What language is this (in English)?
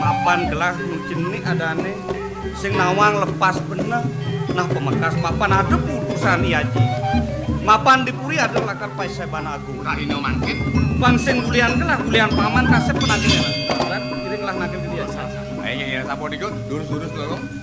Balinese